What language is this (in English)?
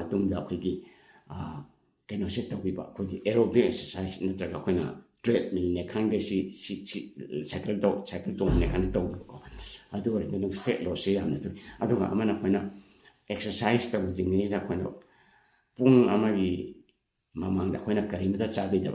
Manipuri